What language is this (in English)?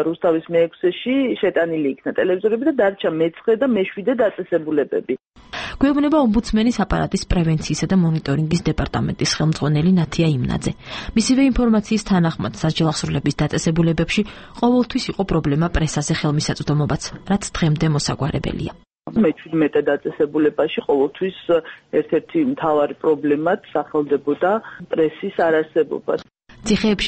Georgian